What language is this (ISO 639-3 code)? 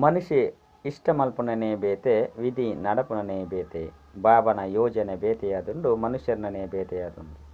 tcy